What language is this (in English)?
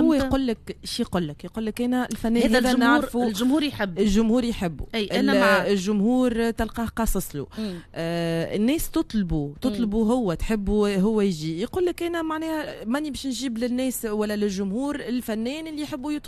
Tunisian Arabic